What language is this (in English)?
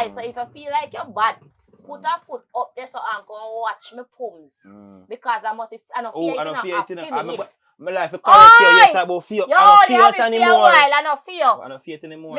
Jamaican Creole English